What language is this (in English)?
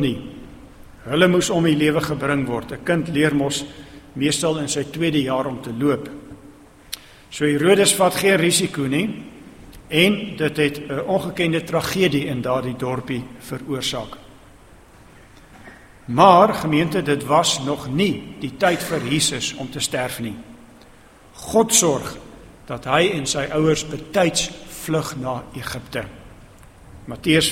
Afrikaans